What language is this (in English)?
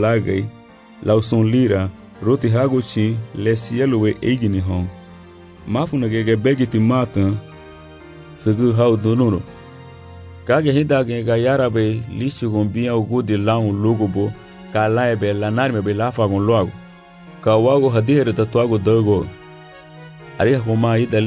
Garifuna